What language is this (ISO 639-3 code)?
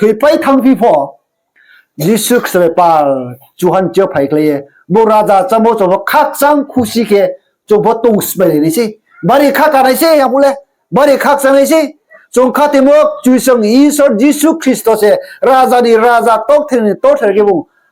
ria